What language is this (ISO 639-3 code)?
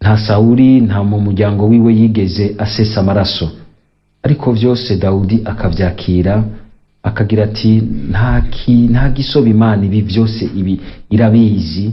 run